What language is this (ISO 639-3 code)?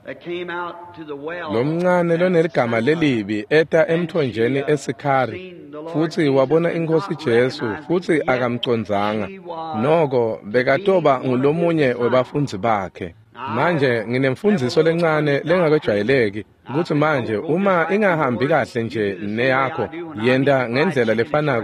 ssw